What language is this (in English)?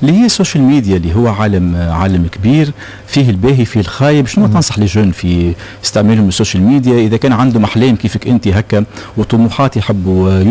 Tunisian Arabic